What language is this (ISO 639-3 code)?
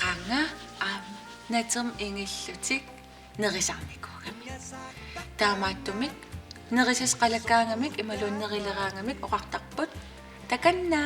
kal